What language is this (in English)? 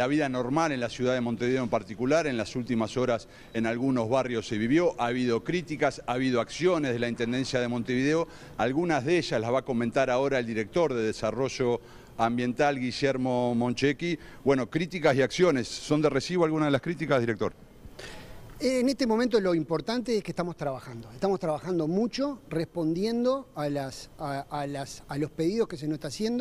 Spanish